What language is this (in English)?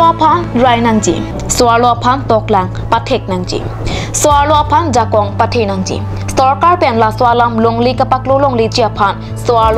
Karbi